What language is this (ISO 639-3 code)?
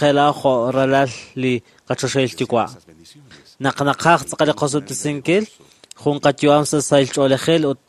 kek